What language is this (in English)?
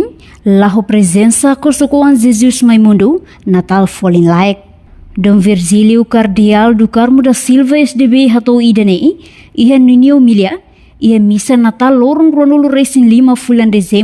Tetum